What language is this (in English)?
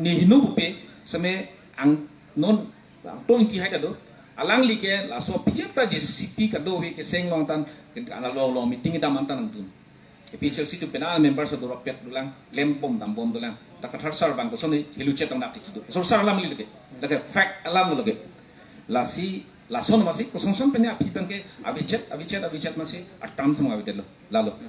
Karbi